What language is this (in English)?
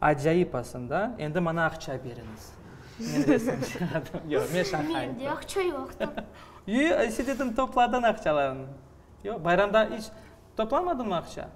Crimean Tatar